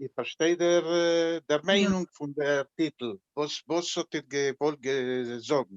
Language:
Yiddish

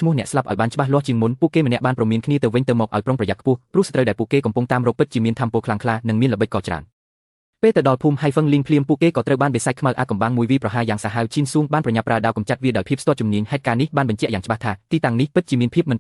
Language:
Khmer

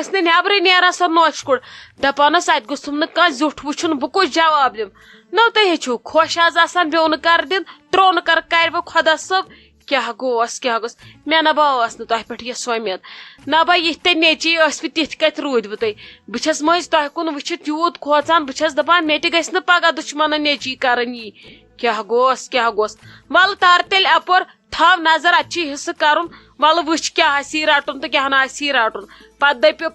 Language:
Kashmiri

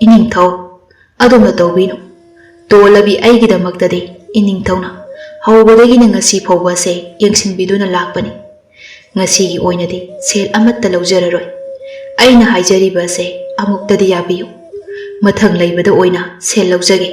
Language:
Manipuri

